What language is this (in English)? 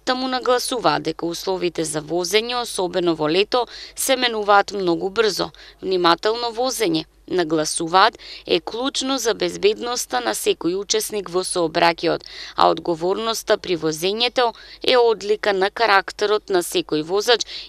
Macedonian